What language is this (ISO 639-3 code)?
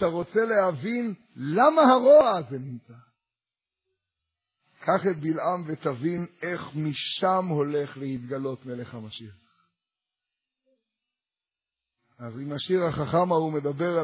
heb